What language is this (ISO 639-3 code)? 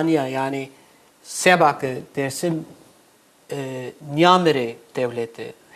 zza